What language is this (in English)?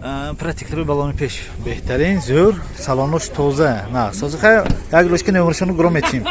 Tajik